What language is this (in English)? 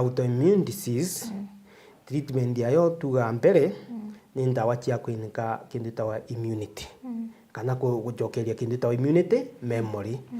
Meru